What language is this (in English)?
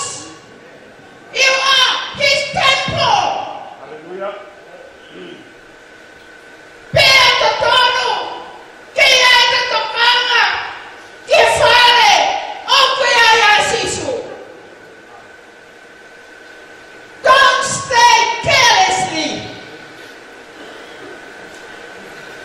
Tongan